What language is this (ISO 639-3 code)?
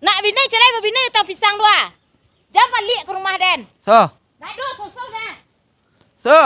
min